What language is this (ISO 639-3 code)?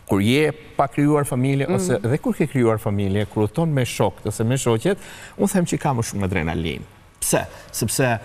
sqi